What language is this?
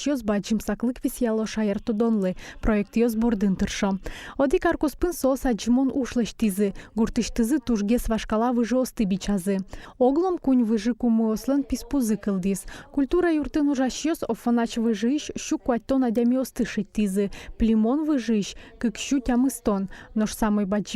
Udmurt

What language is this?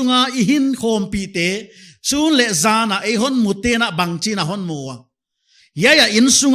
Paite Chin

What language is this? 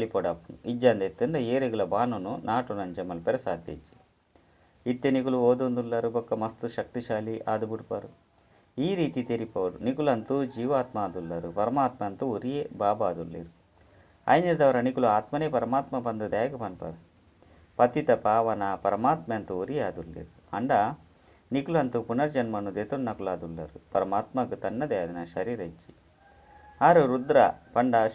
Tulu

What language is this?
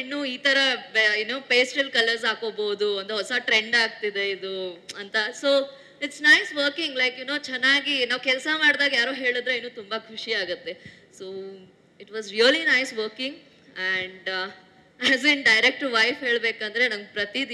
Kannada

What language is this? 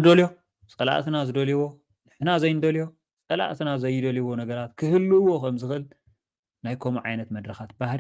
Tigrinya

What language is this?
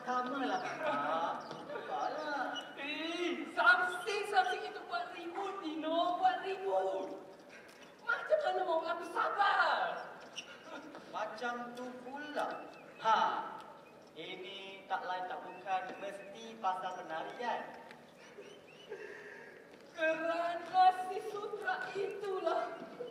Malay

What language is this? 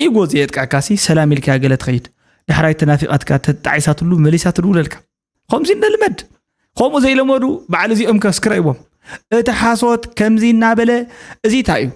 Tigrinya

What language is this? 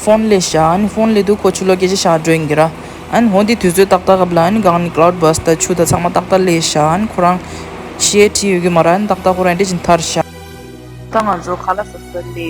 Tibetan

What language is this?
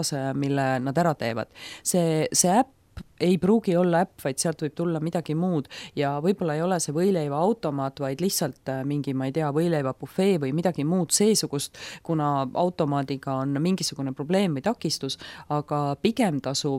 Estonian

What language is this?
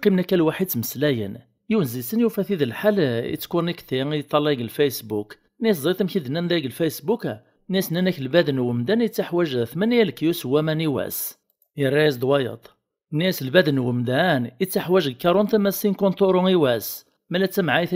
Kabyle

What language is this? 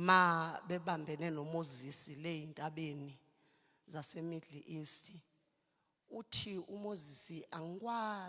Zulu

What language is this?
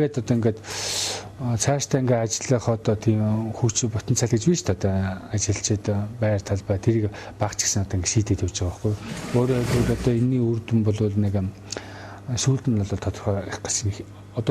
Mongolian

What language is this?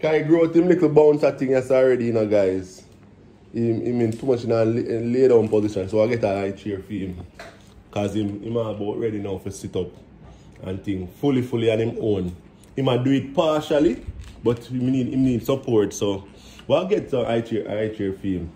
Jamaican Creole English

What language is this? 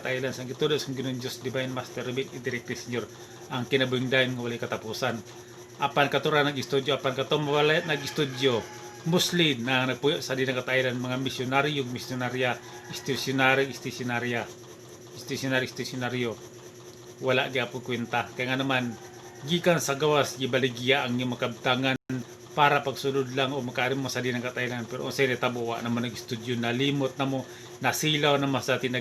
Cebuano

